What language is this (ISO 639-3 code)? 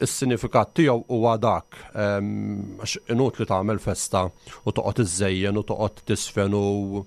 mlt